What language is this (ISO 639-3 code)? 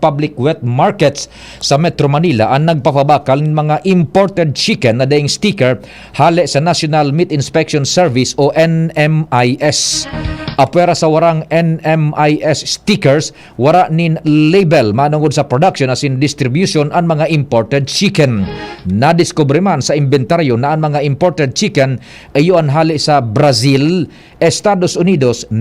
bik